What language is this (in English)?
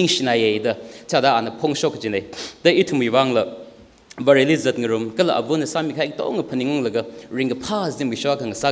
Tangkhul Naga (India)